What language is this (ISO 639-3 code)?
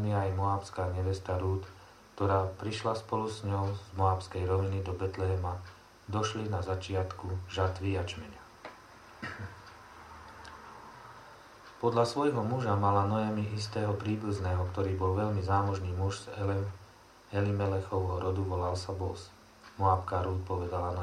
slk